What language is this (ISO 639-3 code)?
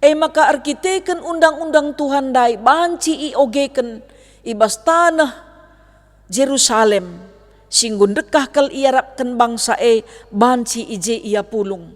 btx